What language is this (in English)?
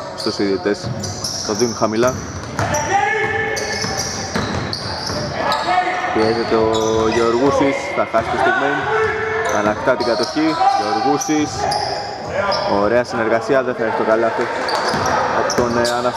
Greek